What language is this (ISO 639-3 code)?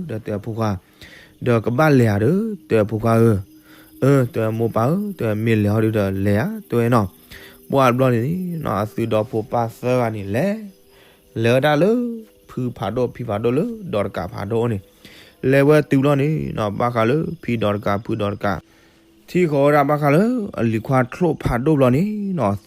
ksw